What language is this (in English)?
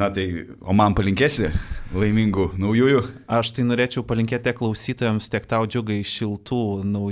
Lithuanian